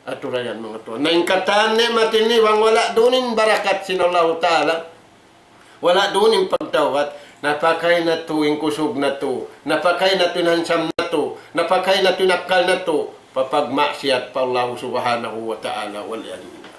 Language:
Tausug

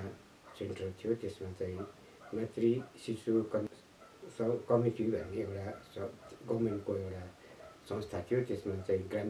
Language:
Nepali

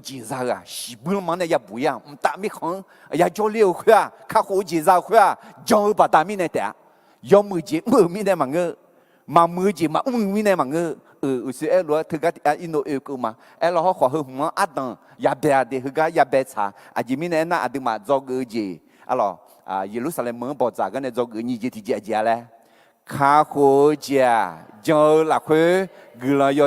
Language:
Akha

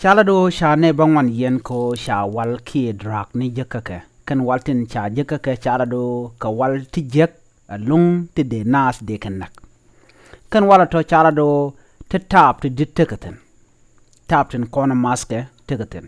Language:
Nuer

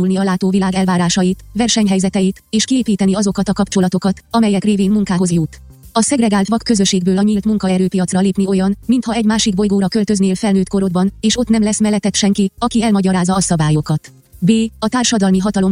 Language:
Hungarian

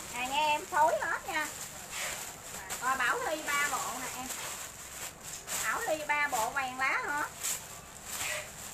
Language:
Vietnamese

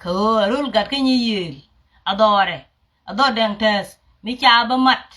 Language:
Nuer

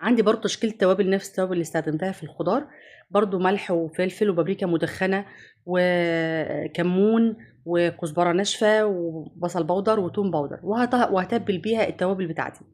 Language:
Egyptian Arabic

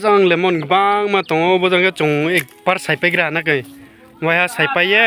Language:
Riang (India)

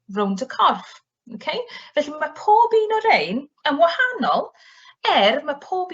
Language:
Welsh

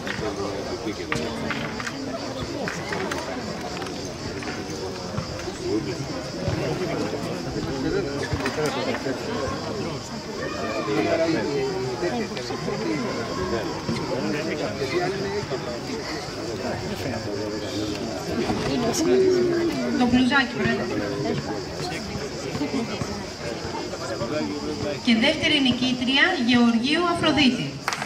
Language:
Greek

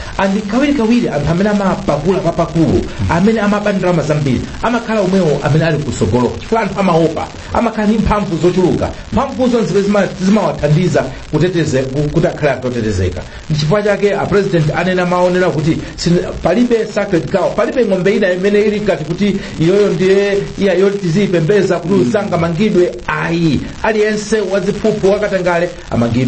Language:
Nyanja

